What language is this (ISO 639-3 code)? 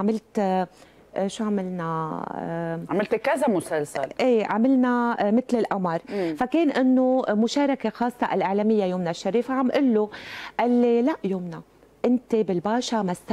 apc